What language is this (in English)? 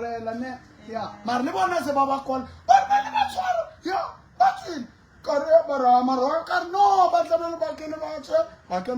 Southern Sotho